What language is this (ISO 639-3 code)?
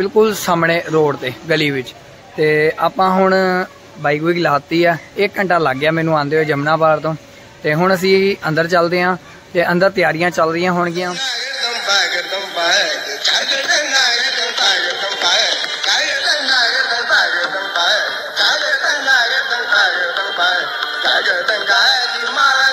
pan